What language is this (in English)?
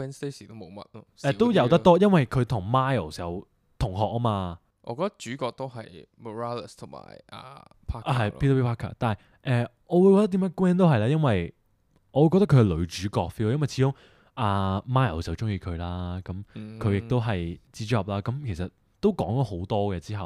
Cantonese